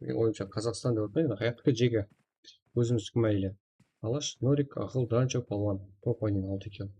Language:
Kara-Kalpak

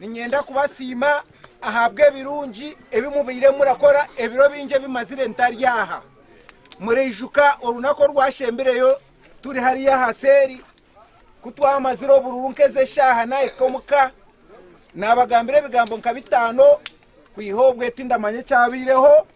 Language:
Nyankole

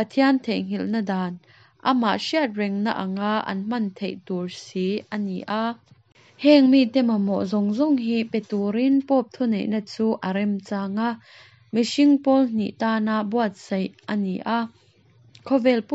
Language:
Mizo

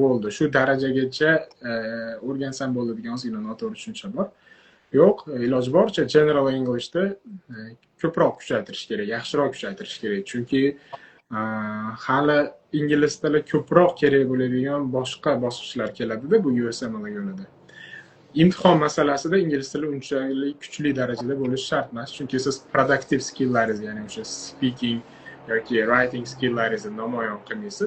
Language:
Uzbek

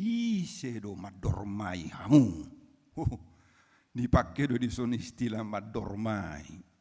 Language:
Batak Toba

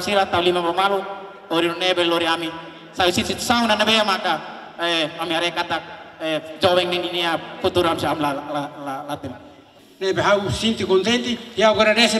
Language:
Tetum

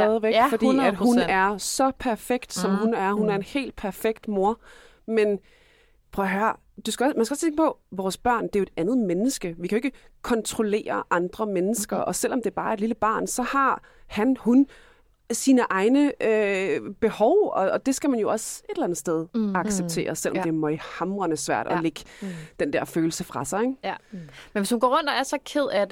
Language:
Danish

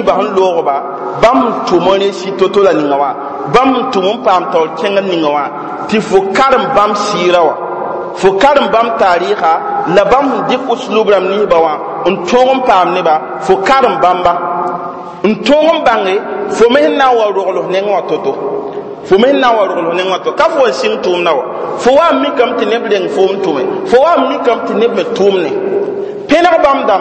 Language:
Mossi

